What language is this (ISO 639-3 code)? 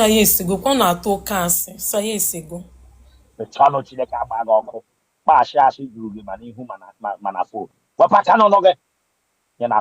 ibo